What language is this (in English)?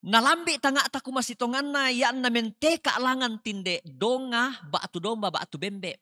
Toraja-Sa'dan